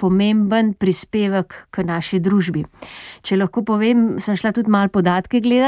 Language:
Slovenian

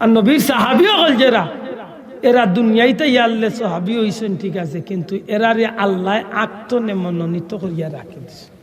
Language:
Sylheti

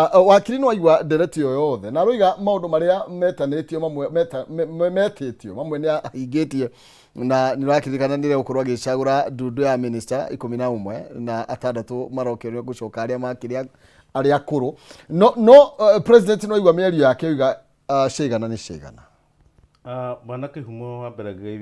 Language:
Kikuyu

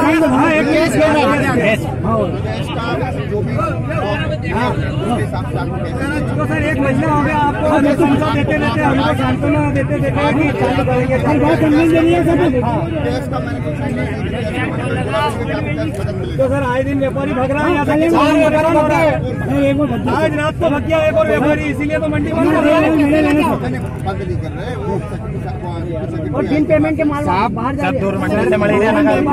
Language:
Hindi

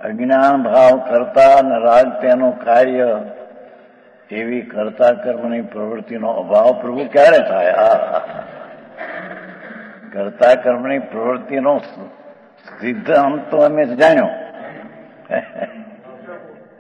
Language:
Gujarati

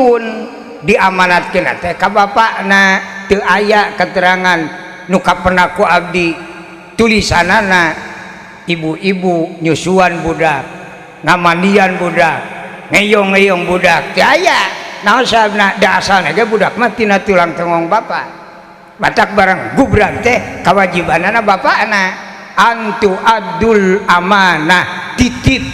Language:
Sundanese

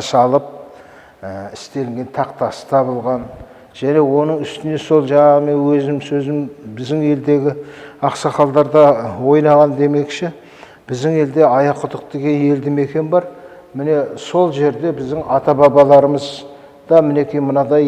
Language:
Kazakh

